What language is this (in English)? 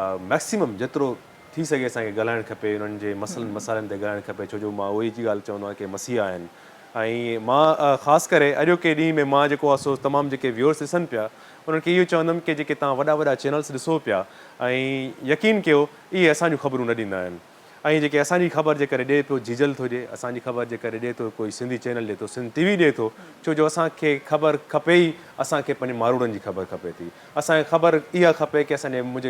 Sindhi